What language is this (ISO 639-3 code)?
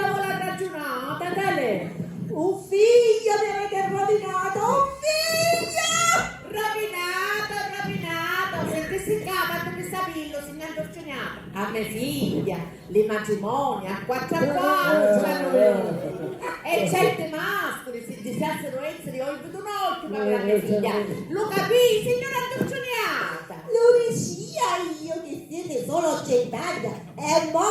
scn